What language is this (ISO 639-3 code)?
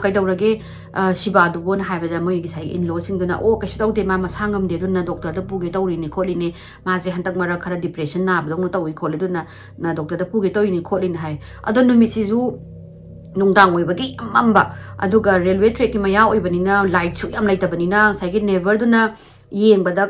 mni